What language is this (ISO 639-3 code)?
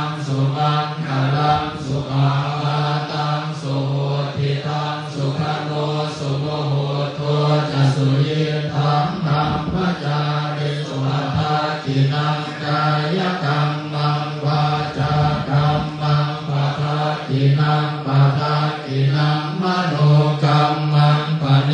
pli